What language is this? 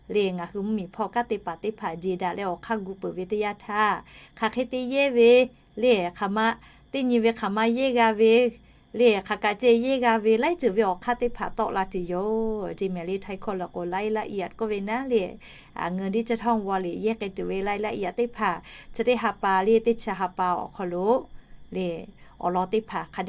Lahu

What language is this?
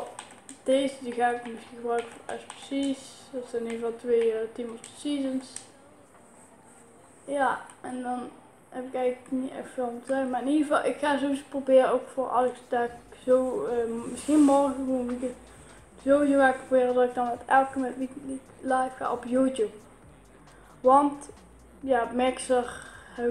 Dutch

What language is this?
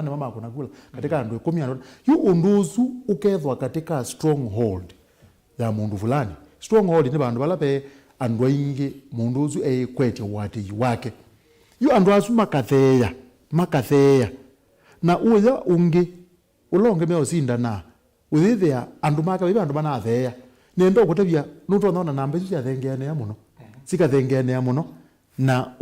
Kamba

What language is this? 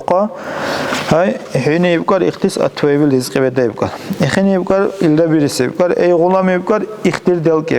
Dargwa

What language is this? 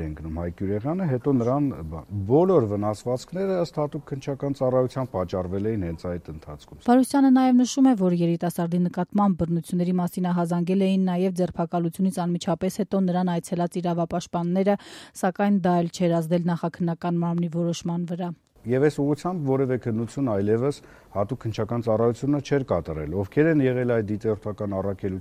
Armenian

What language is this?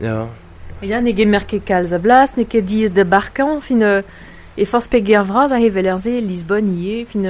Breton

